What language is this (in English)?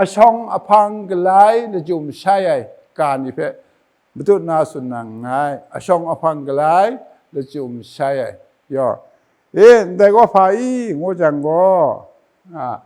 Kachin